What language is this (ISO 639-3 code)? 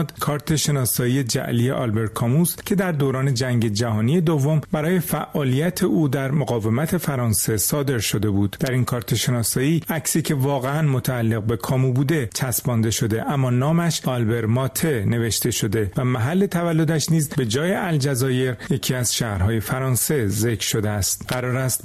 fas